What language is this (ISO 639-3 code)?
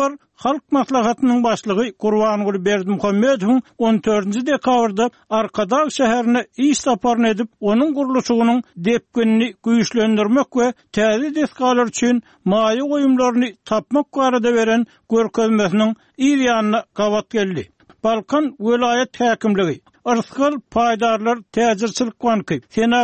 tuk